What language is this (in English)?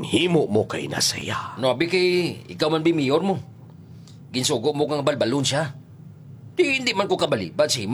Hiligaynon